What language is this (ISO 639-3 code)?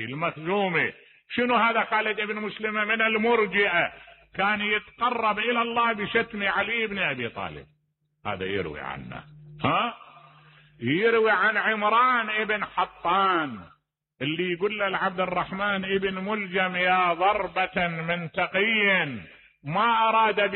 acm